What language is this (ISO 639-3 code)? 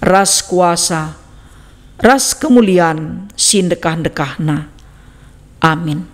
btx